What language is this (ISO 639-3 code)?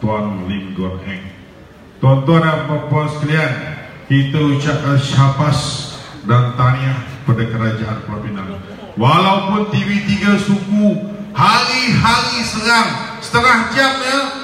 msa